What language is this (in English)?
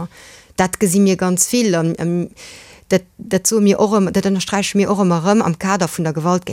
Luxembourgish